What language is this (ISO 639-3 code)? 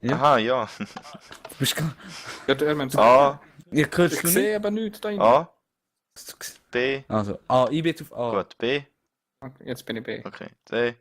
gsw